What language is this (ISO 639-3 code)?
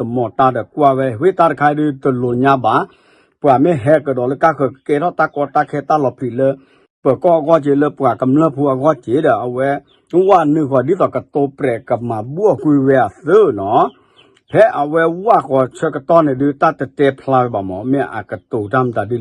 ksw